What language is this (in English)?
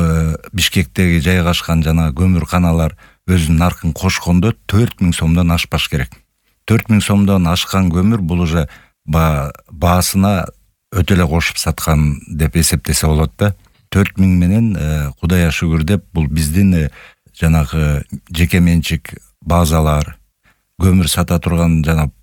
Kyrgyz